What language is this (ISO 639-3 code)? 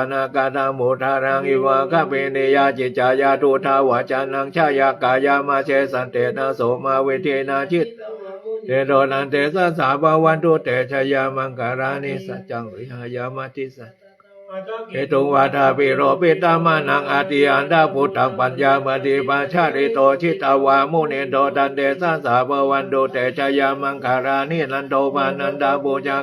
pli